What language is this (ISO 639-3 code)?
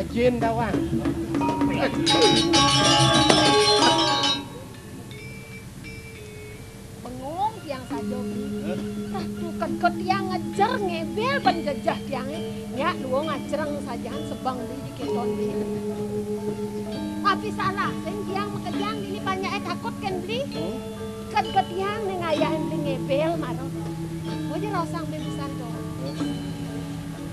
ban